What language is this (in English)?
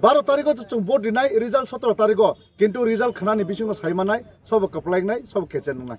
Kok Borok